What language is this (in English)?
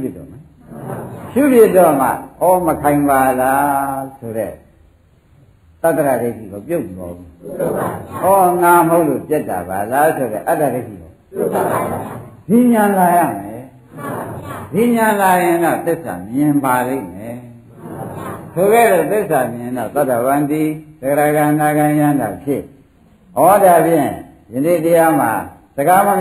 Burmese